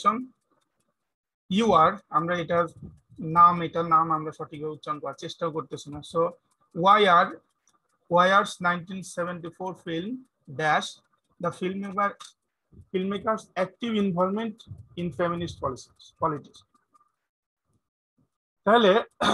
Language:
Bangla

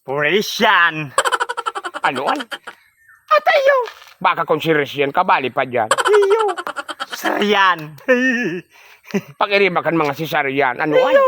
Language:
Bikol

